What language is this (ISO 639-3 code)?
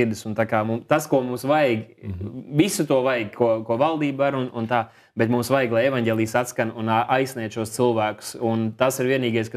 lav